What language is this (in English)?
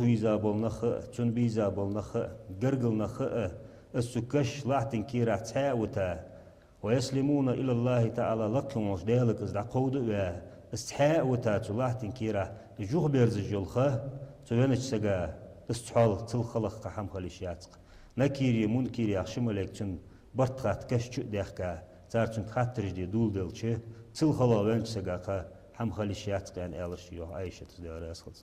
Ingush